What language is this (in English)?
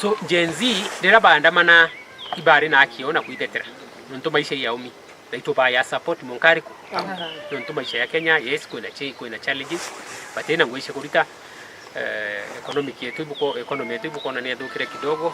Meru